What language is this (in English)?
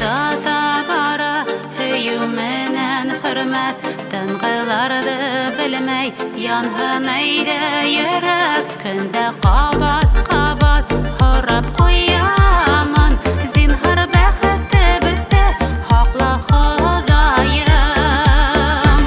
Bashkir